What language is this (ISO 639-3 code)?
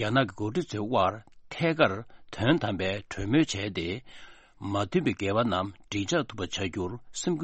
bod